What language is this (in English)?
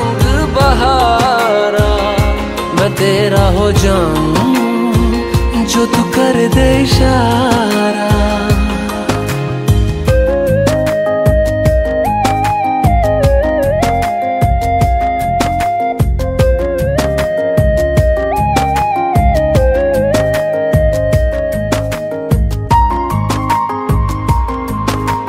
Hindi